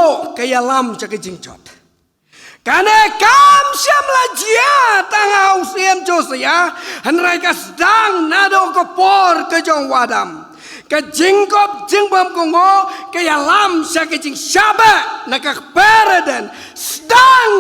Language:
Khasi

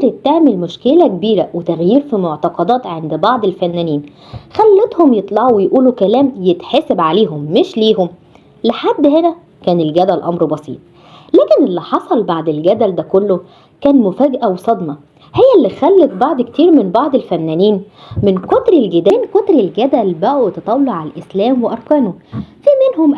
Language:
Egyptian Arabic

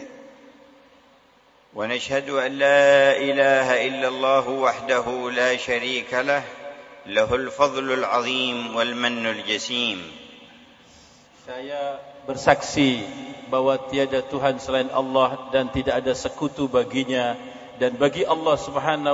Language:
Indonesian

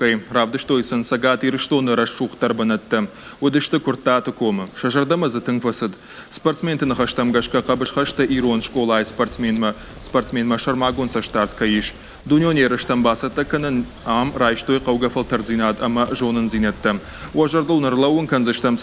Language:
Ossetic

